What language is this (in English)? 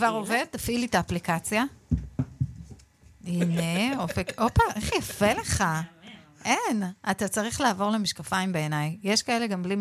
Hebrew